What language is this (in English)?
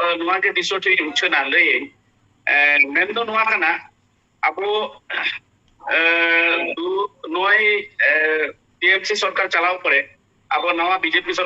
Santali